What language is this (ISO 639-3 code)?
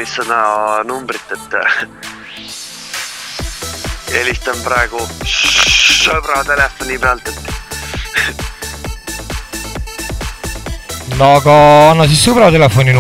est